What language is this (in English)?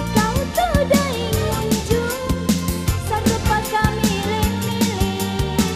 Makasar